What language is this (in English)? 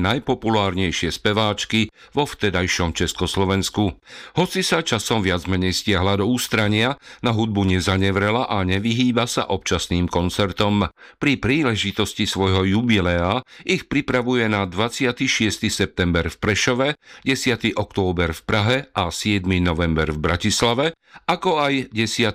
Slovak